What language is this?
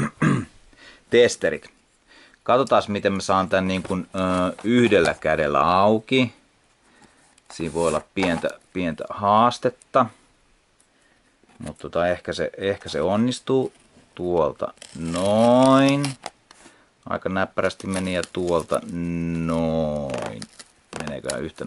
Finnish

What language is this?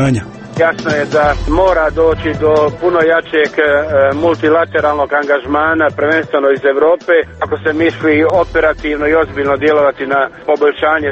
Croatian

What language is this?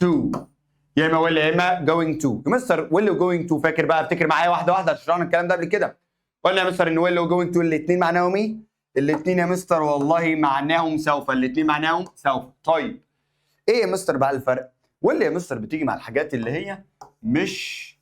Egyptian Arabic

